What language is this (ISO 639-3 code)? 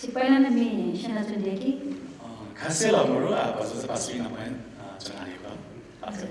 new